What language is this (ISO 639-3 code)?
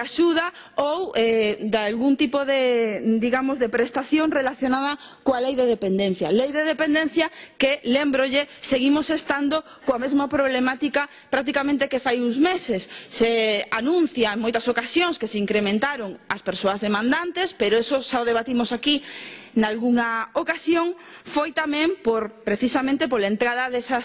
glg